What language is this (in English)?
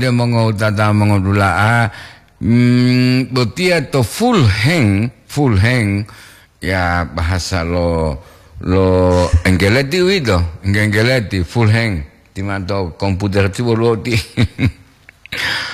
Gorontalo